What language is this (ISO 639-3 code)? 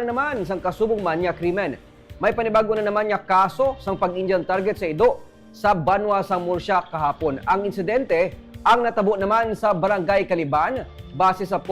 hil